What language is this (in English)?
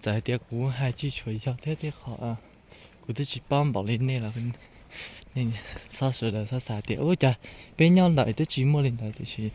Hmong